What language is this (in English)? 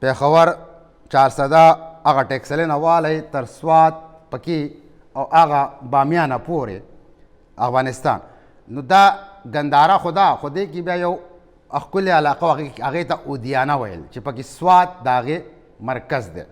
Pashto